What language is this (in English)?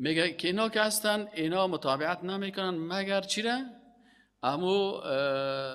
Persian